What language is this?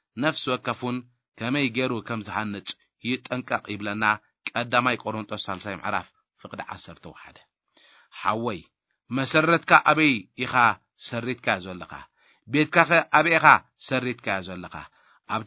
Tigrinya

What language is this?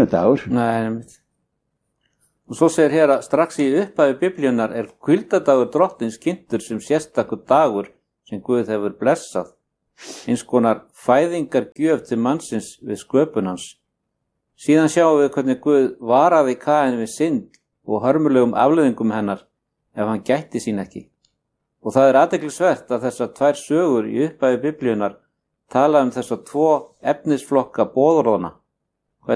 Icelandic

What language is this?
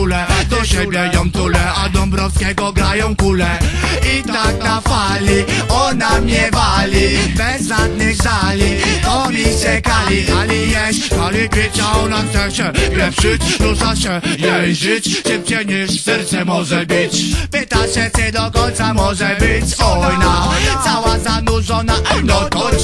Polish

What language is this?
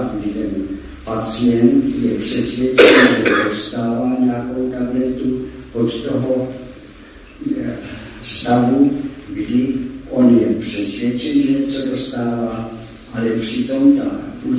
Czech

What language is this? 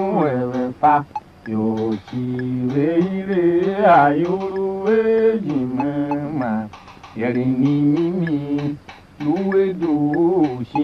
Tiv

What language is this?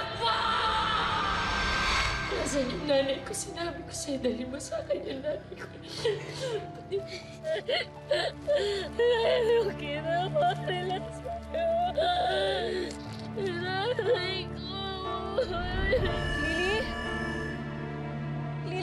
Filipino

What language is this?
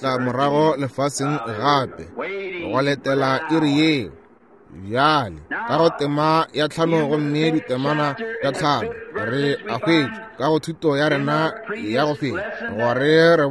Northern Sotho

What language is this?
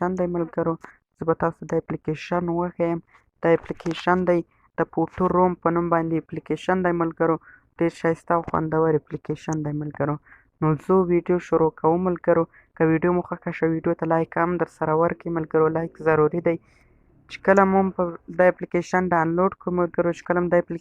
Pashto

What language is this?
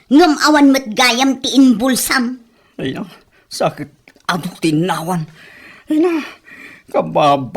Iloko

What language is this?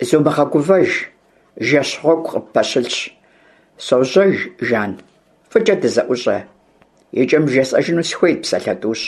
Kabardian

